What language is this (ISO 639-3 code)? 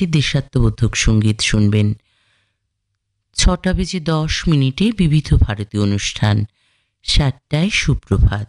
ben